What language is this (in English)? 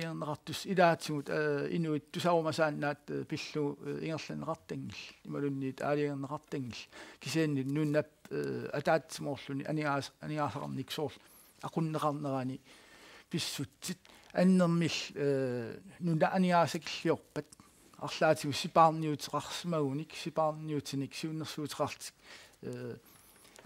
Kalaallisut